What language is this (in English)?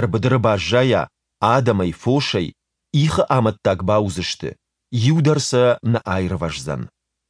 Ossetic